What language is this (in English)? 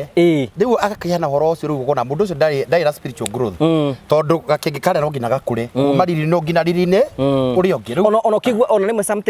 Kikuyu